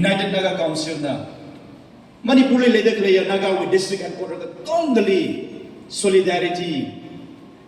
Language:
Tangkhul Naga (India)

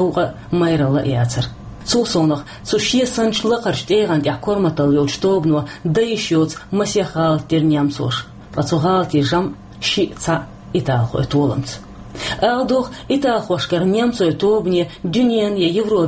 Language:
Chechen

